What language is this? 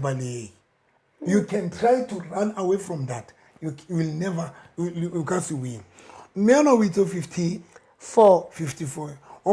Southern Sotho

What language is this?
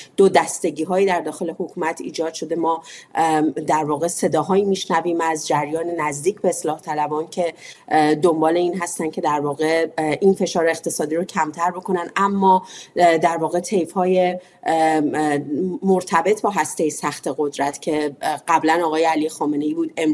Persian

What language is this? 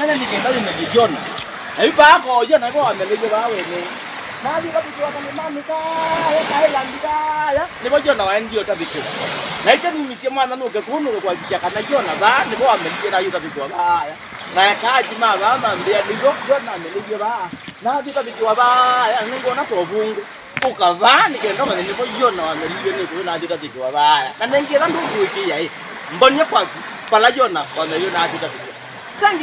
Kamba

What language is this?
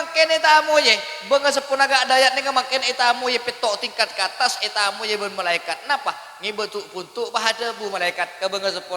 Madurese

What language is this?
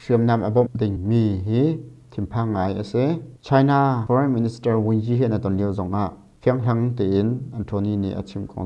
Hakha Chin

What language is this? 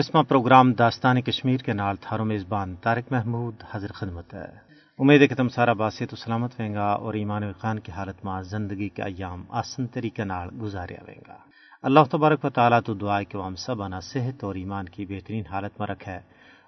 Gujari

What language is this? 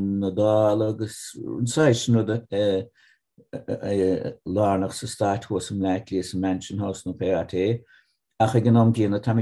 Irish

